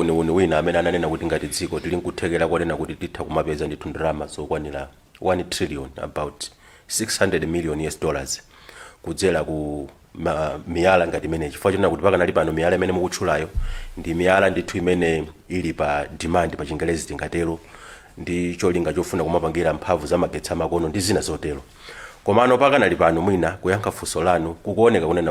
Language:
Nyanja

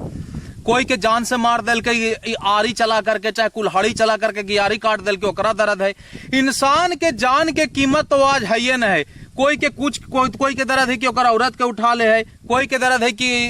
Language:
Magahi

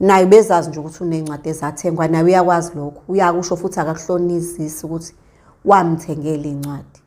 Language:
Zulu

